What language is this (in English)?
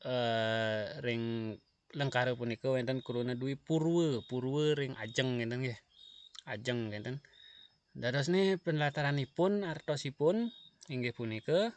Balinese